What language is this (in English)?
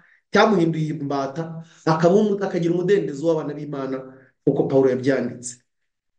Kinyarwanda